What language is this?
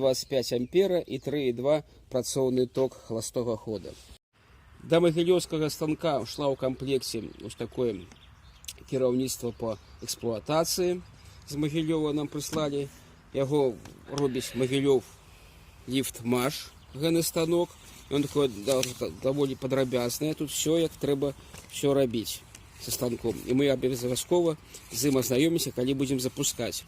Belarusian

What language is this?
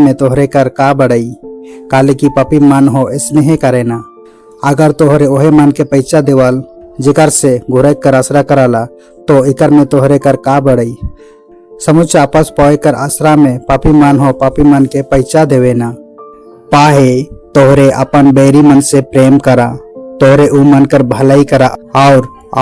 Sadri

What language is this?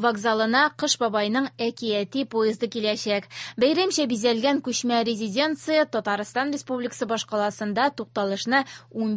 Tatar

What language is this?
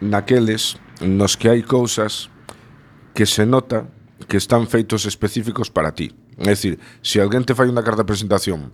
Galician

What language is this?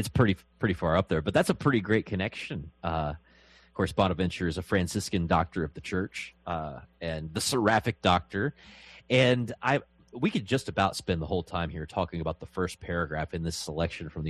English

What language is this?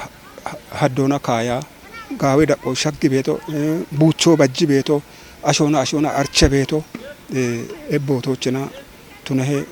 Kafa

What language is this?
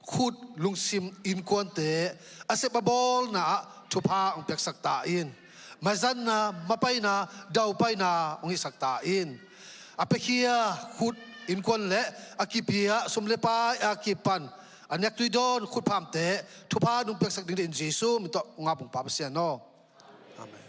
Tedim Chin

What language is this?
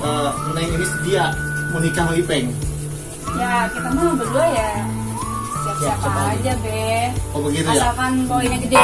Betawi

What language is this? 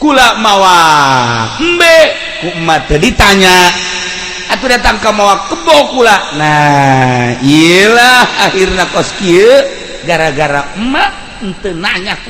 Sundanese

